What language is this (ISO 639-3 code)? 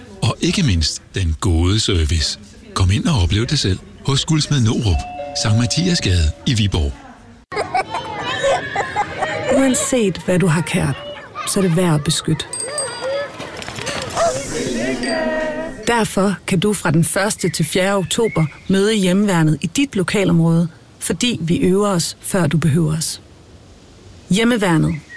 dan